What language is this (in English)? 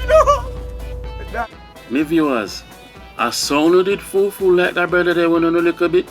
Jamaican Creole English